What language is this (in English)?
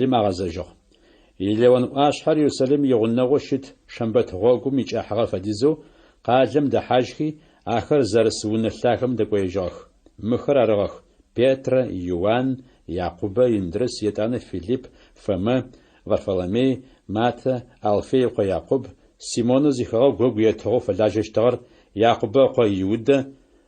Adyghe